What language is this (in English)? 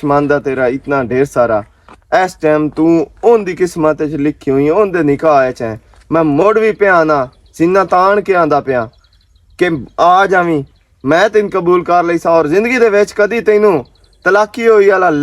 Western Panjabi